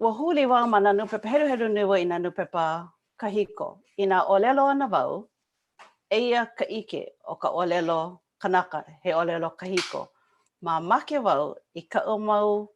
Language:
Hawaiian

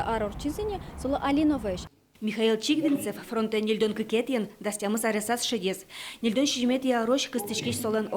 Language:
Udmurt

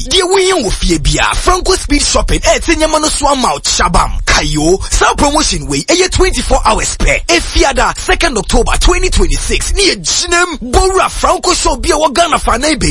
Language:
Akan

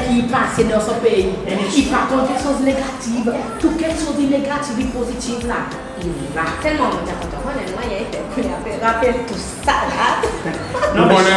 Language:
Seselwa Creole French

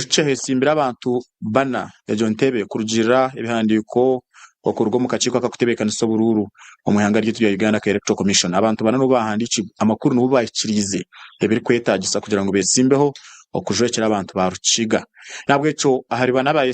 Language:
Nyankole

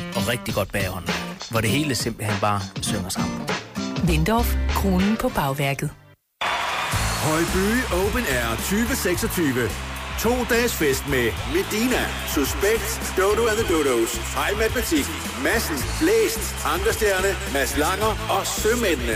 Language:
Danish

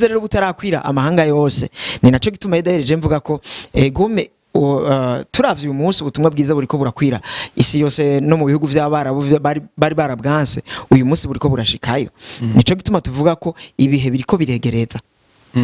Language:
Rundi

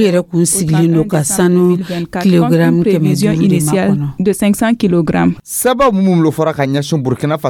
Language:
Dyula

